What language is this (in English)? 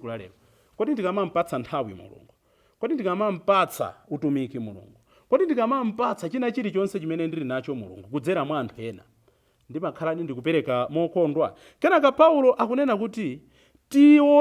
Nyanja